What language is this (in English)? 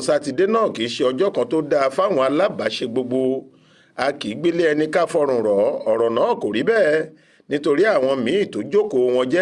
Yoruba